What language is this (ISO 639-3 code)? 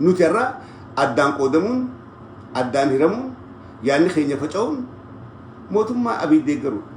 orm